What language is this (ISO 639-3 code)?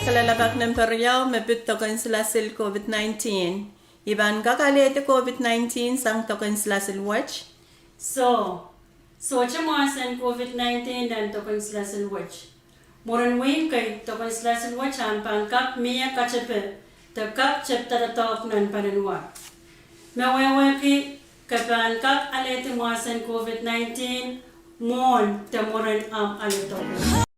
pon